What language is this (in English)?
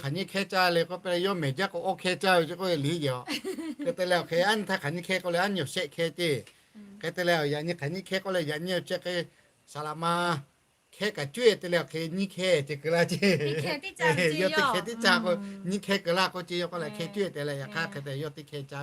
Lahu